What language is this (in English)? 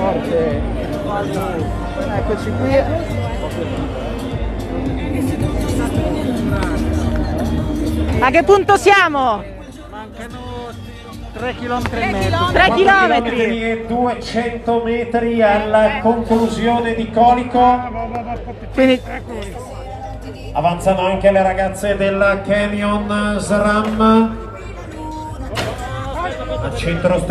Italian